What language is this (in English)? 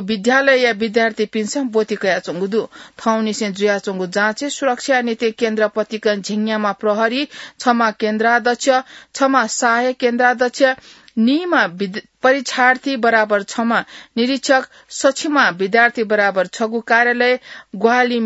Newari